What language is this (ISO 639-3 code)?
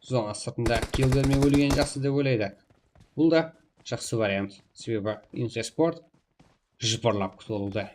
kaa